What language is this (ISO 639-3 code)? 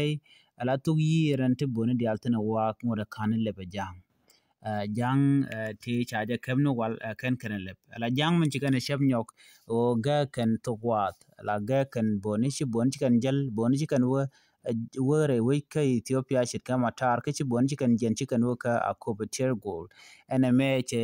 nus